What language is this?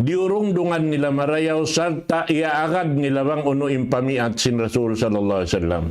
Tausug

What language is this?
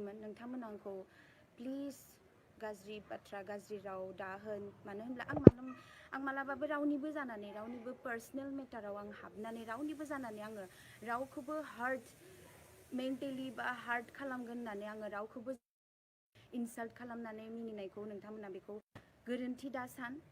Bodo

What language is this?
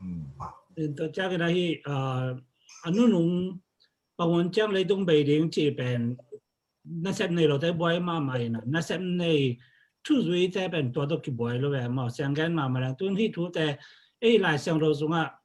Tedim Chin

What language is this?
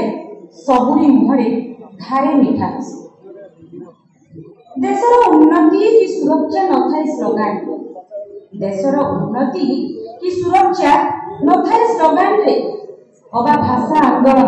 Odia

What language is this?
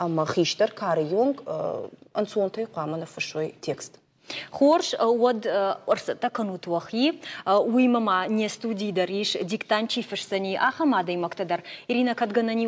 Ossetic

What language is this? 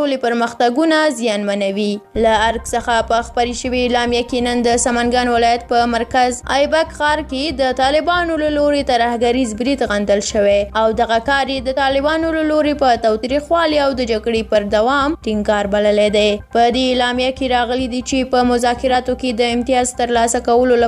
Pashto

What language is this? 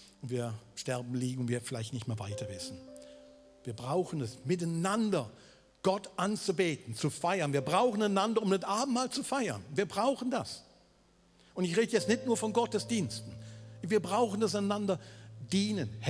Swiss German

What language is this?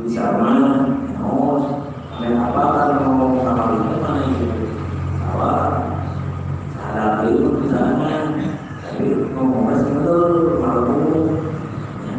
Sundanese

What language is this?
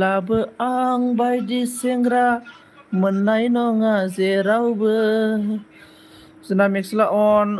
Bodo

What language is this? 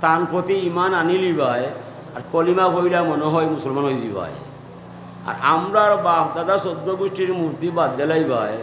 Sylheti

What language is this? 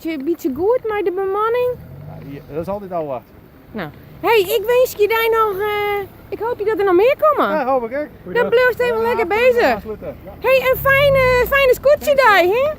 Western Frisian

